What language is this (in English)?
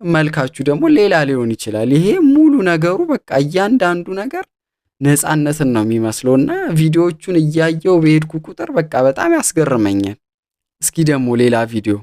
Amharic